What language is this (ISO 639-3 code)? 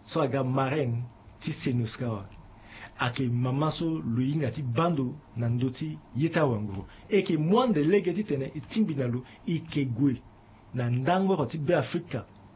sag